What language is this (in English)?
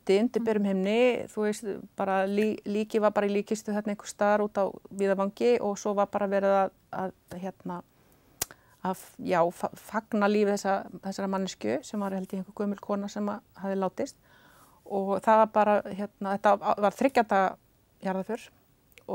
Icelandic